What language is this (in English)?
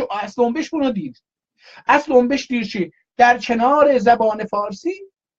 South Azerbaijani